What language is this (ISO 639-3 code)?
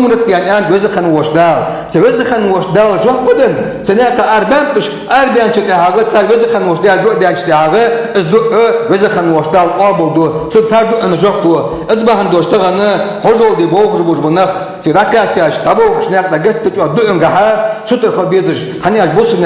inh